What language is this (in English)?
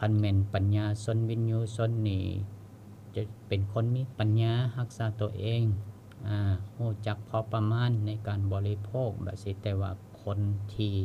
Lao